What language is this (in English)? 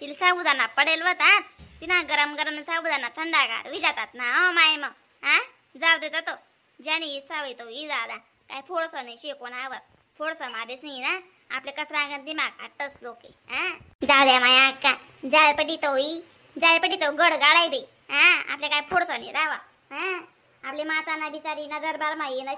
Khandesi